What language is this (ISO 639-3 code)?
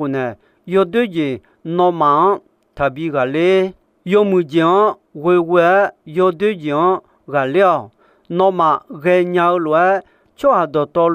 ahk